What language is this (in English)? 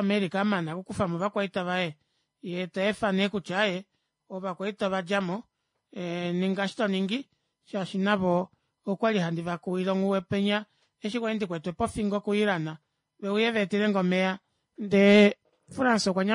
Kuanyama